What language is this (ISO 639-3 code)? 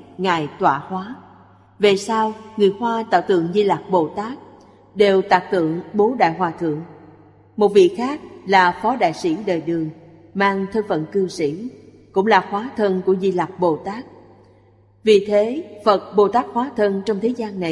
vie